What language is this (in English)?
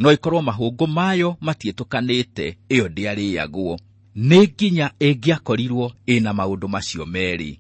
Kikuyu